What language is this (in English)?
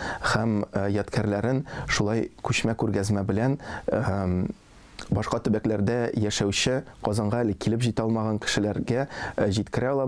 Tatar